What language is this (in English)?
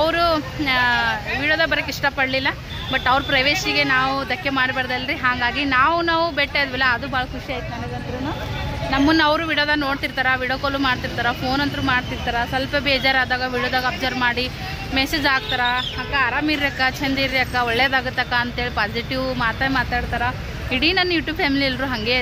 Kannada